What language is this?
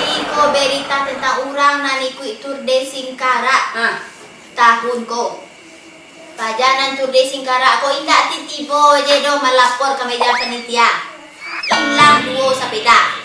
Minangkabau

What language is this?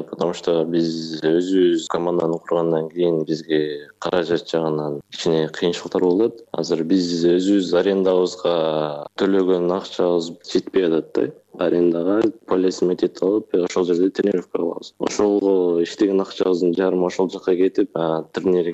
Kyrgyz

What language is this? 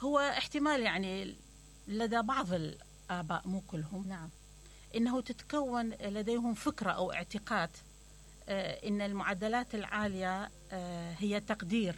Mesopotamian Arabic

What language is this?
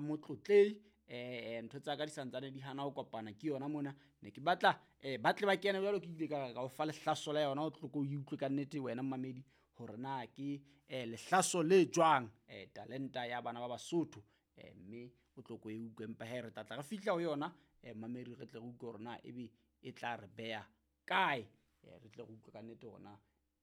Southern Sotho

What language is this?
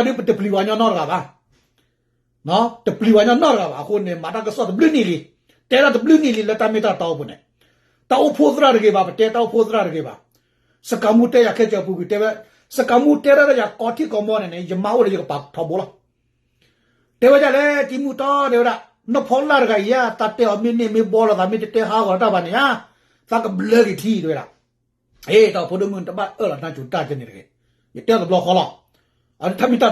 S'gaw Karen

